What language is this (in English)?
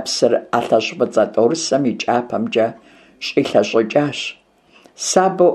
Kabardian